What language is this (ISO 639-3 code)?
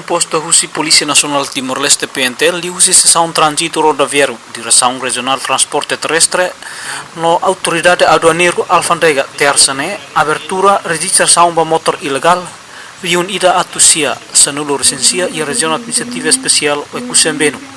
tet